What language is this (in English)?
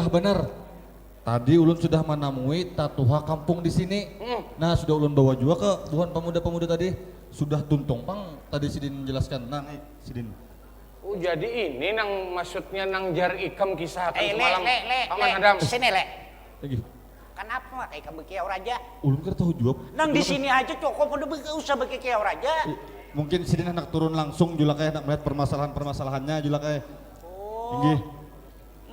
Banjar